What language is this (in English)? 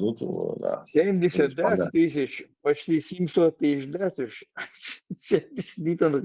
Chechen